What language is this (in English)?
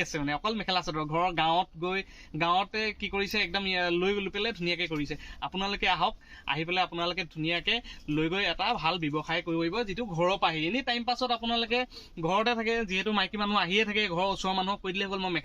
Assamese